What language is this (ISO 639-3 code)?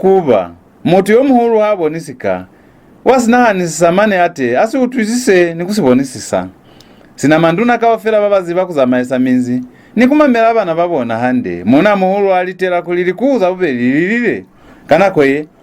loz